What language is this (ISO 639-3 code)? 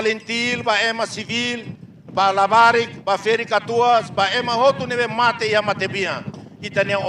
tet